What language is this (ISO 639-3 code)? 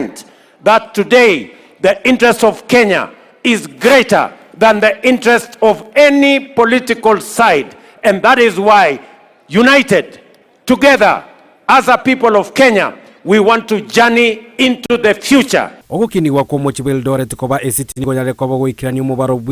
guz